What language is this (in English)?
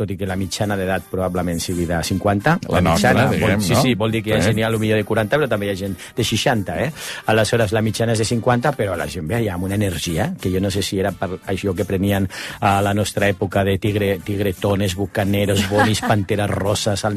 Catalan